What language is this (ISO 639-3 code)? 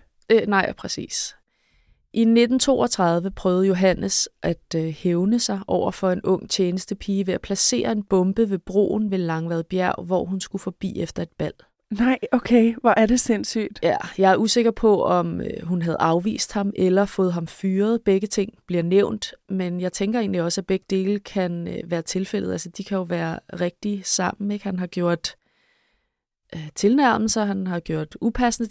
dan